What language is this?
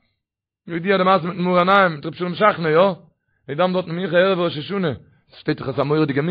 Yiddish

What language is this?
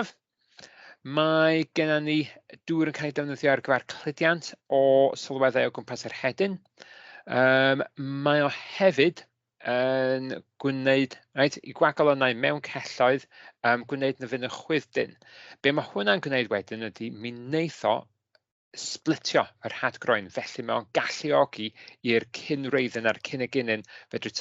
Welsh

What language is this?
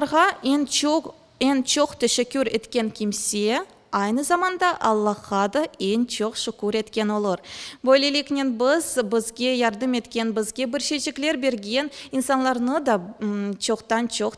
Crimean Tatar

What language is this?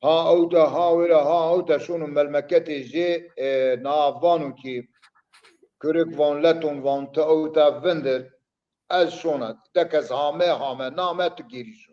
Zaza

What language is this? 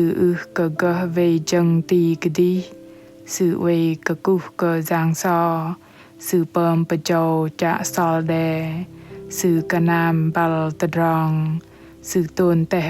Bahnar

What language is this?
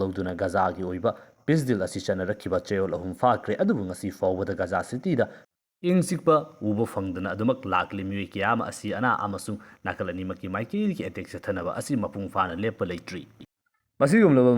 Manipuri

